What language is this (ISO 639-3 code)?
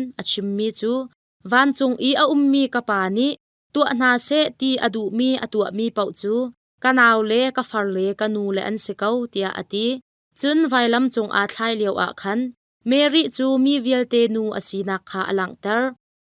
cnh